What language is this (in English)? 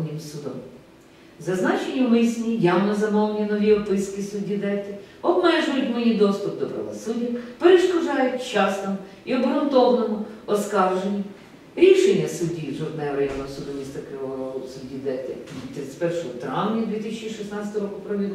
Ukrainian